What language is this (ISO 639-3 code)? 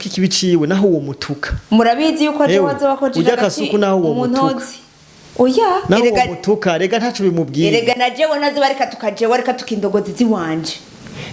run